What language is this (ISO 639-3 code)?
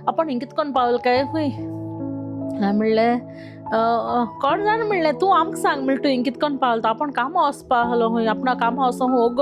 kok